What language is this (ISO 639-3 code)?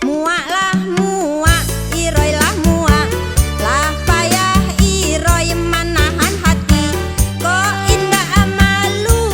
min